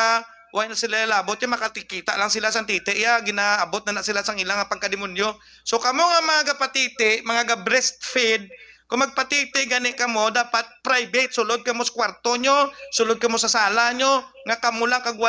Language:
Hiligaynon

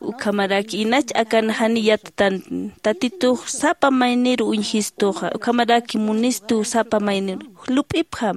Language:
Aymara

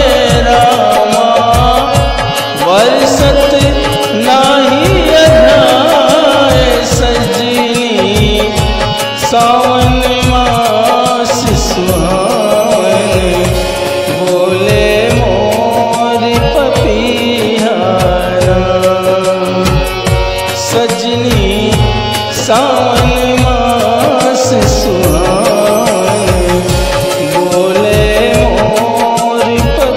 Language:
Bhojpuri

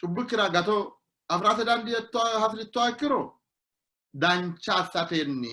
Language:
Sidamo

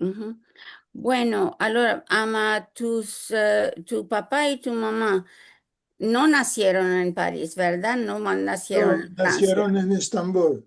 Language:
Ladino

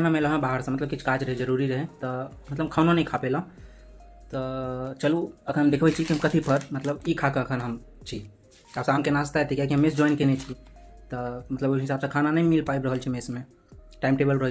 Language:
Maithili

